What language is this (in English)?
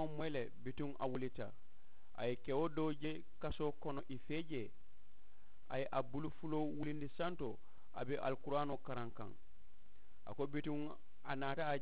Mandingo